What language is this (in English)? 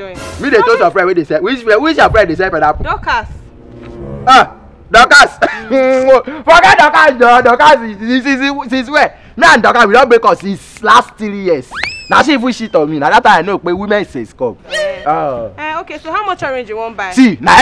Nigerian Pidgin